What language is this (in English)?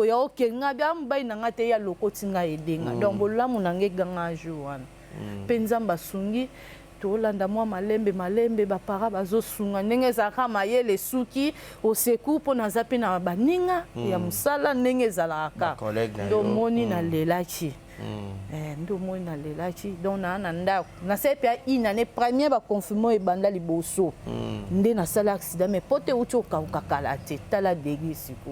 Lingala